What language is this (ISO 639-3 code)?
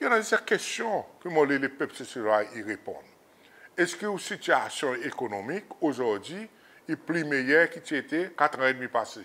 crs